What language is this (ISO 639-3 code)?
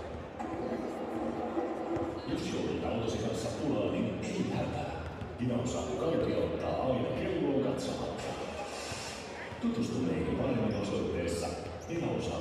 fin